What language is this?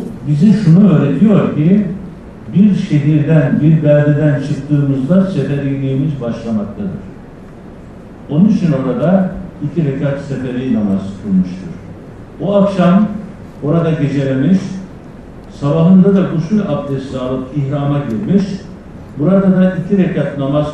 Turkish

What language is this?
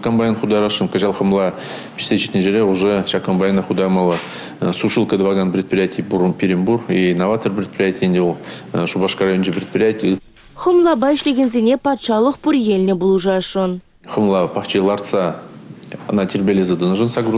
Chuvash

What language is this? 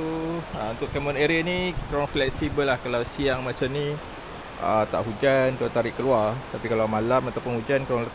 Malay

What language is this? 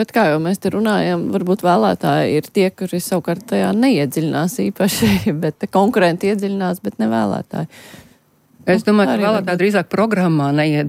Latvian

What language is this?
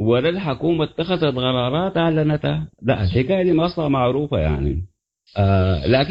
Sudanese Arabic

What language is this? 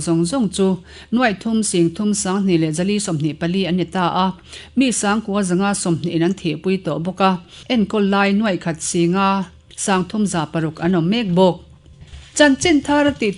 Mizo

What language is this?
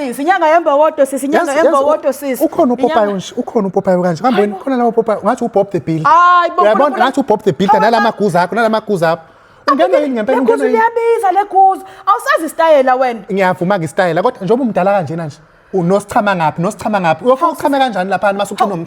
Zulu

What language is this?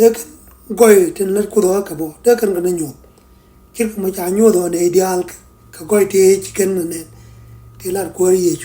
Nuer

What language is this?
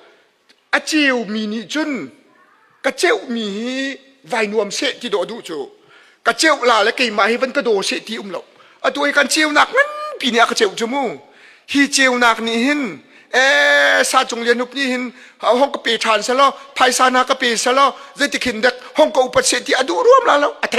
Hakha Chin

